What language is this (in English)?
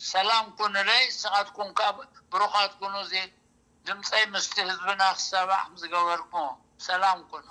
Tigrinya